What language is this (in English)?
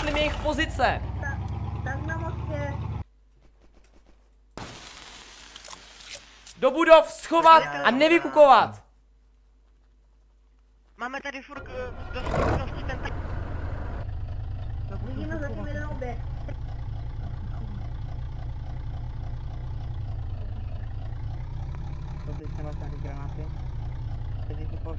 Czech